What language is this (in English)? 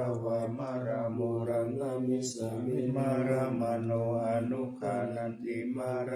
Pali